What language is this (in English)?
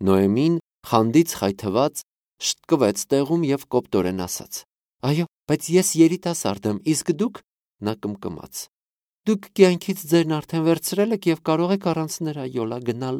Armenian